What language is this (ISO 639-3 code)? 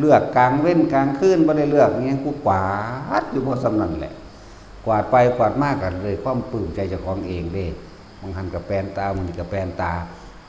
tts